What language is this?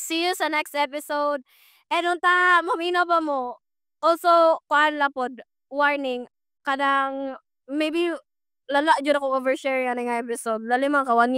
Cebuano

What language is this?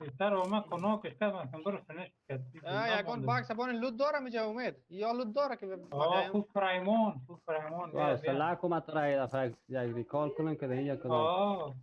Persian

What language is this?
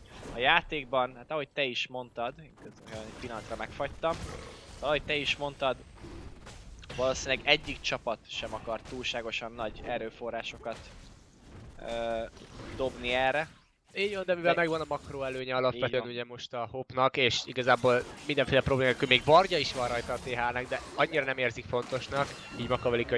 Hungarian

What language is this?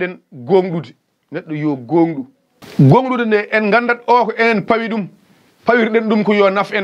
Fula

